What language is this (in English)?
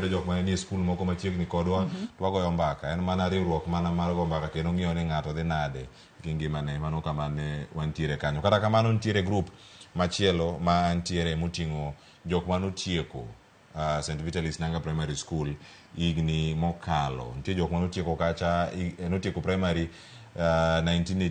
Luo (Kenya and Tanzania)